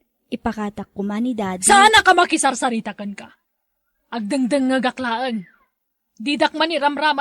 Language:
Iloko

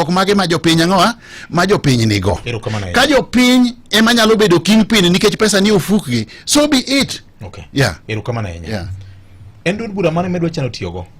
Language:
Luo (Kenya and Tanzania)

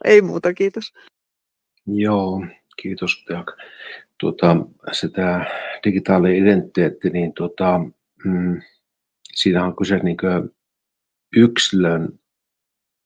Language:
Finnish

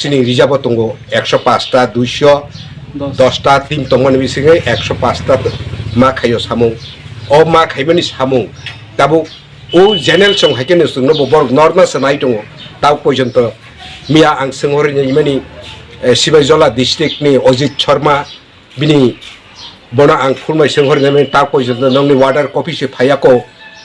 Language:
Kok Borok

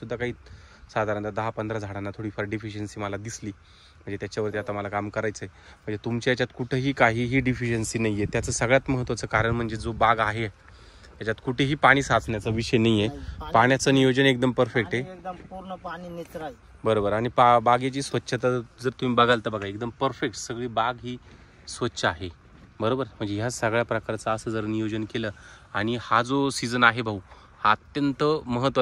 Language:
Marathi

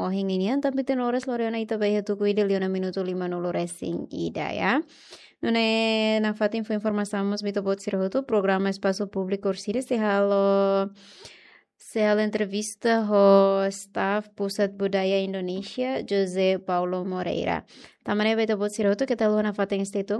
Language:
Tetum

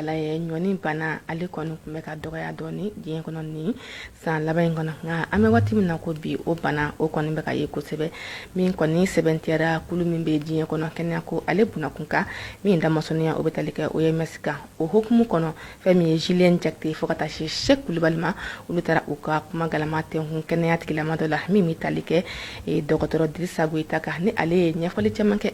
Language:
Bambara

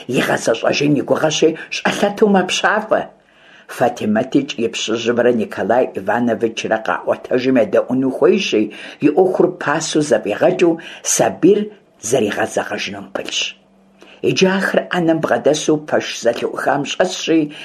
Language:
Kabardian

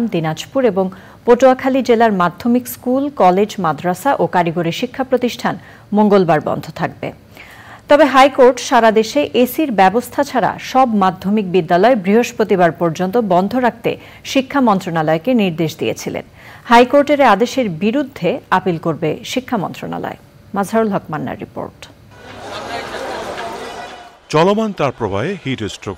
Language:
Bangla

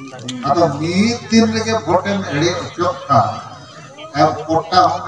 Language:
Santali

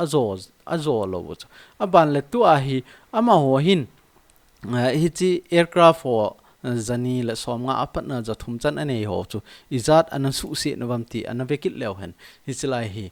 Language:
Thado Chin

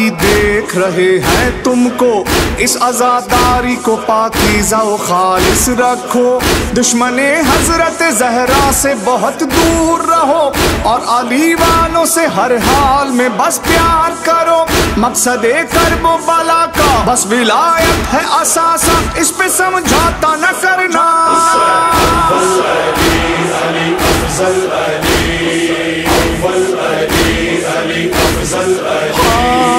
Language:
Urdu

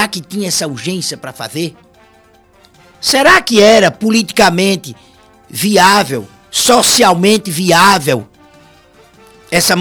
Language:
Portuguese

